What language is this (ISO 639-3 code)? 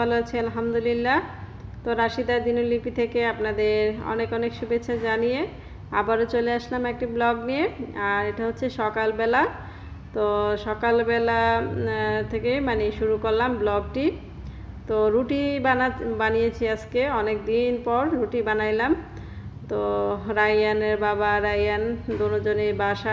ben